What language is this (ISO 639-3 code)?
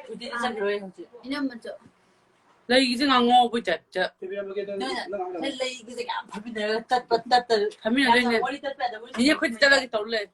mni